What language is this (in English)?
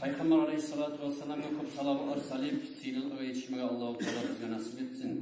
Kumyk